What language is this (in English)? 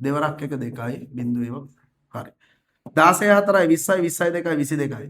Sinhala